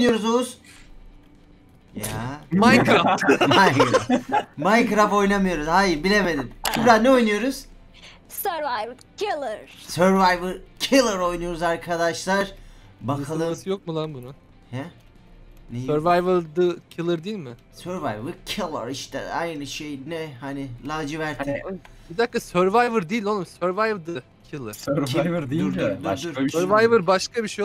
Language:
Turkish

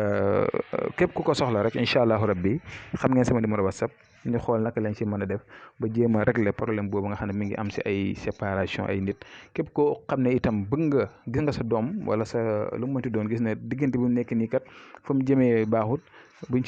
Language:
Wolof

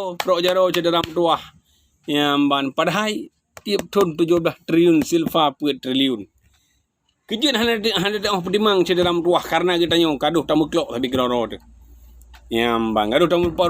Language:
Achinese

